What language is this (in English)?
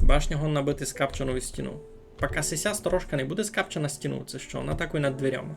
Rusyn